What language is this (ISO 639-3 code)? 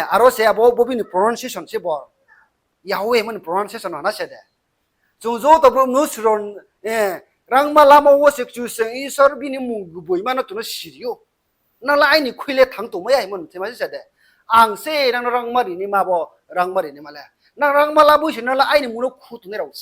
ria